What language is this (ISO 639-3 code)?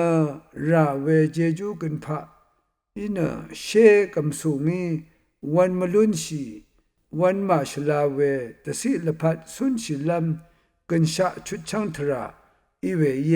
raw